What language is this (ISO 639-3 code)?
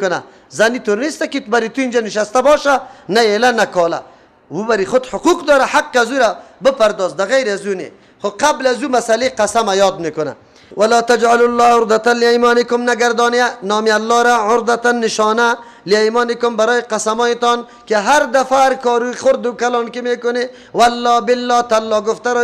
fas